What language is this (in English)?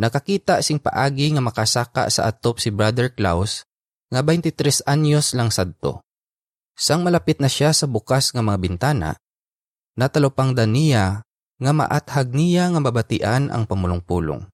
Hiligaynon